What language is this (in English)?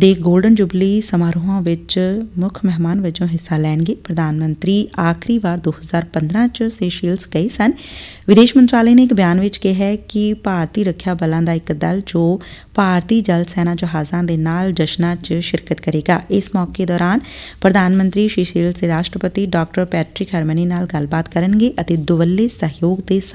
Punjabi